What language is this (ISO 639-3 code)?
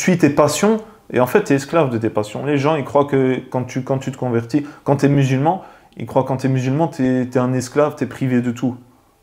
fra